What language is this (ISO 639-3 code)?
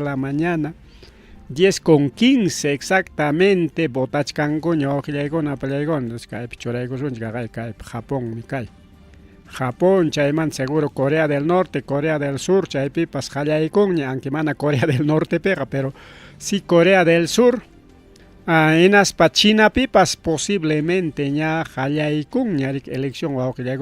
quy